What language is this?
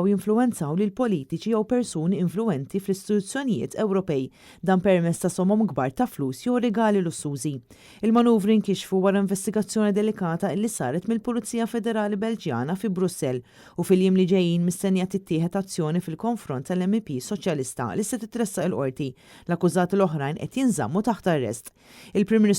Maltese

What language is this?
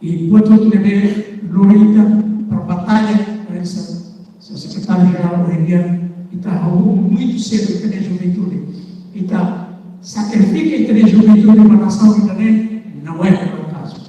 Tetum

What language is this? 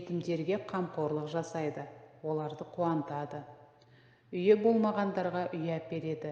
Kazakh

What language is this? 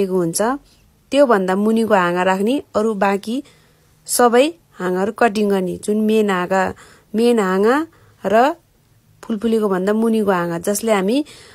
Nepali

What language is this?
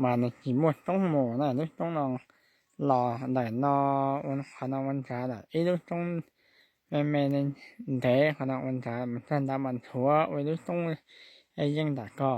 Hmong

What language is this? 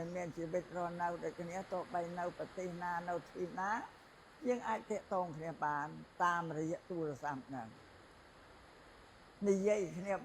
Khmer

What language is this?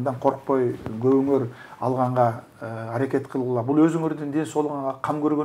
Kyrgyz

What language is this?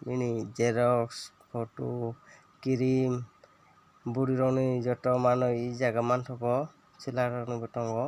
Kok Borok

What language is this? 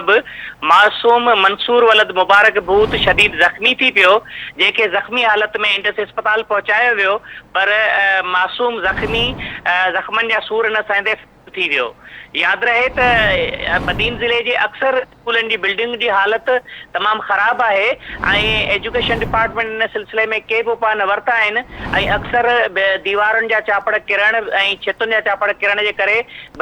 Sindhi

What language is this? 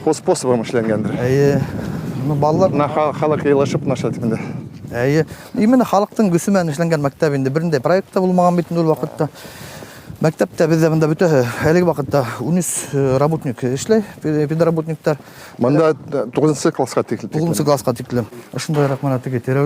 Bashkir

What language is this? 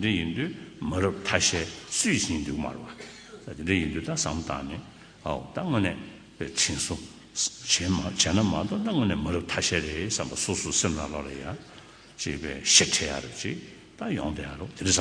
Tibetan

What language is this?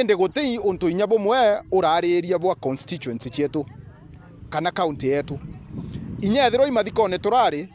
Meru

